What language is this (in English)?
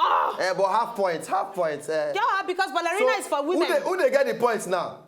Nigerian Pidgin